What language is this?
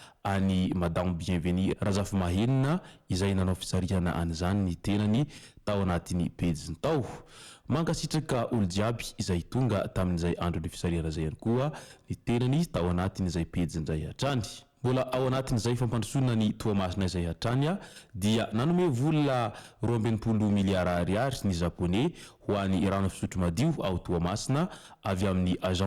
Malagasy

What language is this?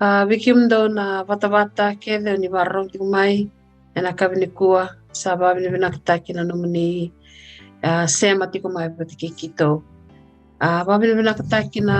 Fijian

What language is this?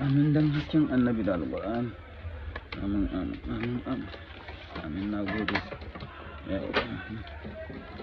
Hausa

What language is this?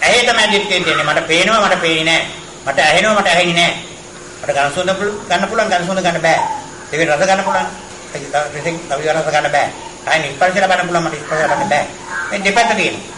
Sinhala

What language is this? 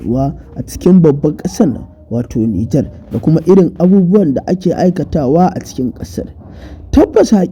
Hausa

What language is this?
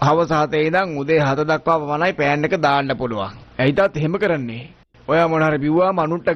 Sinhala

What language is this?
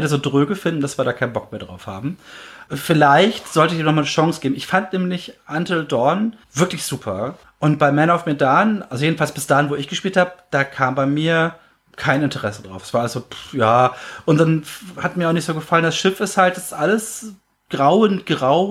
German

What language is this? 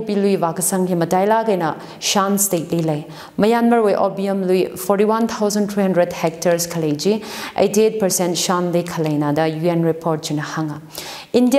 Tangkhul Naga (India)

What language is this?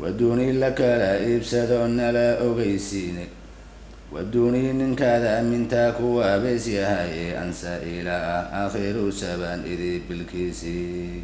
Somali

